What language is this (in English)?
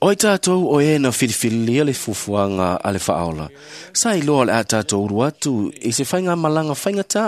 Samoan